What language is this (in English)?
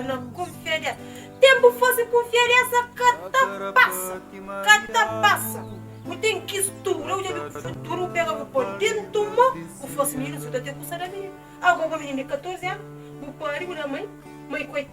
Kabuverdianu